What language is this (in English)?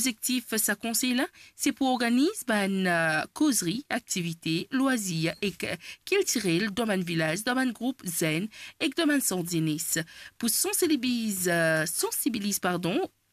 Morisyen